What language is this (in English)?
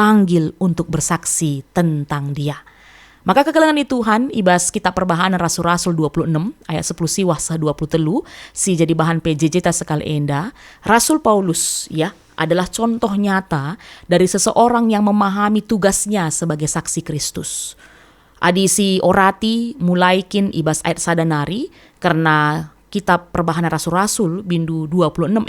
Batak Karo